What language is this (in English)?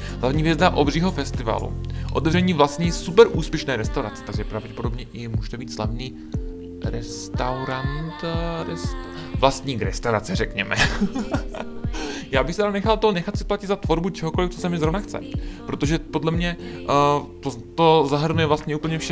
Czech